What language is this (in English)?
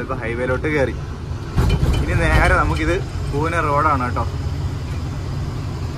Malayalam